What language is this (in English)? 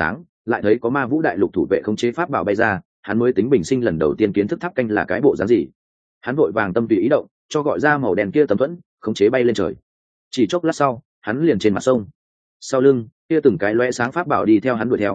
Vietnamese